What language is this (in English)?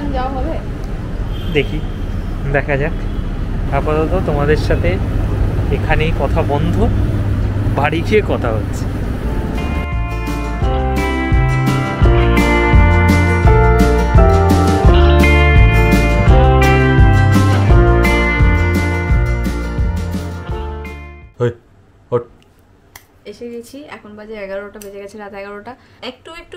Bangla